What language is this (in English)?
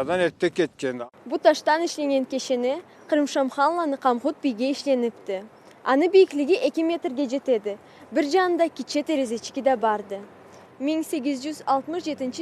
Karachay-Balkar